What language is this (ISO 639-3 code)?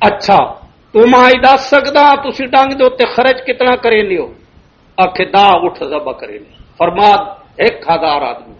lah